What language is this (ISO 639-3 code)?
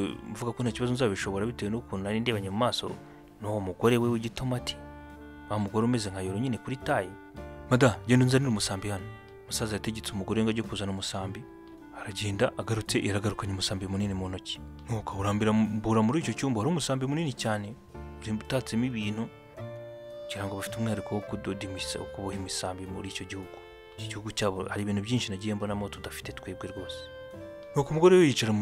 kin